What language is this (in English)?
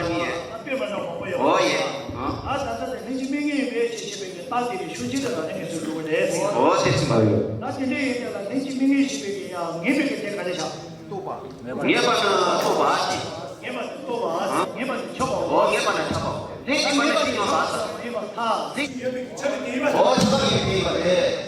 Tibetan